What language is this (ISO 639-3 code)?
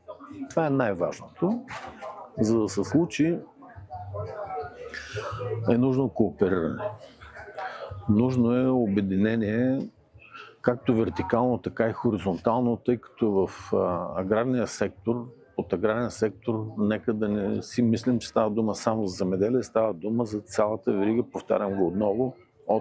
bul